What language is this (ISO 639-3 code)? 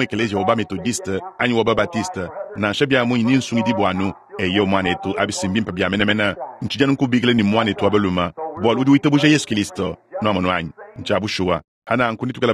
lua